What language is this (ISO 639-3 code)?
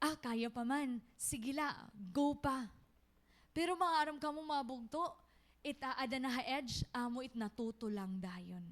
war